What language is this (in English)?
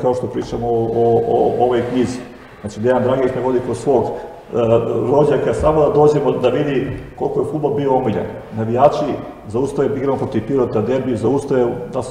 Serbian